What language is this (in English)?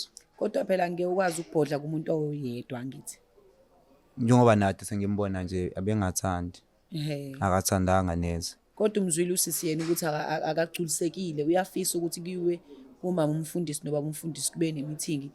Zulu